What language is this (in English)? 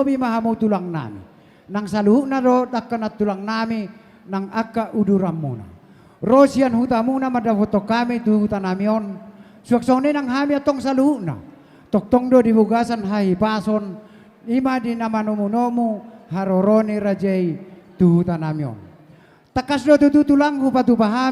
Batak Toba